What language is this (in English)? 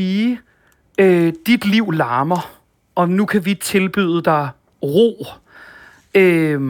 Danish